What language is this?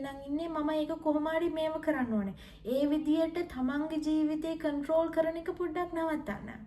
Sinhala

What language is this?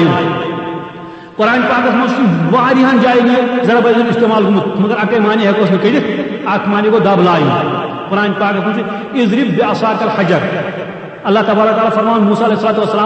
Kashmiri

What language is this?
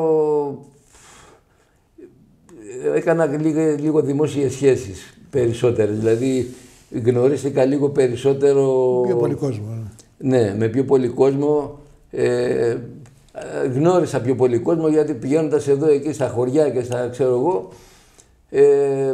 Greek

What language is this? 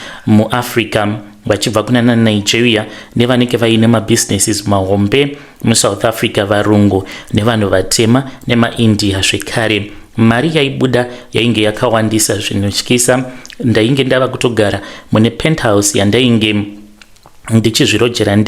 Shona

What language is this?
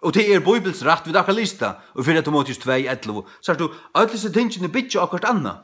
Faroese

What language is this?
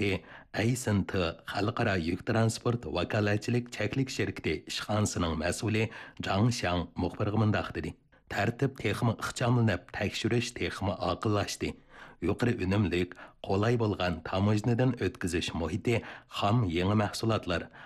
Uyghur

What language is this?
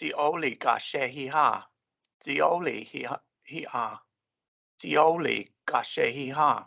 Cherokee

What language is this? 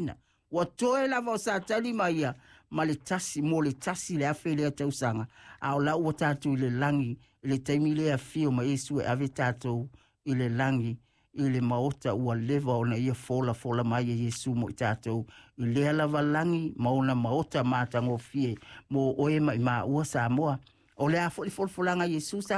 Samoan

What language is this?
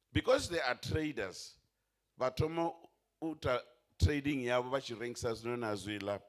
Venda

